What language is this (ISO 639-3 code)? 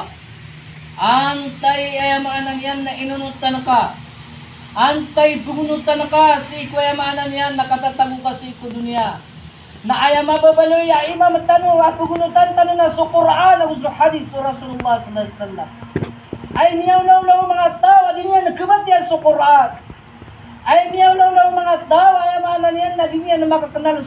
mrw